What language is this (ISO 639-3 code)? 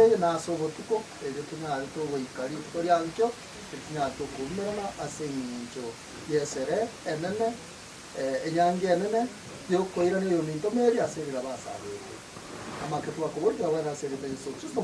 guz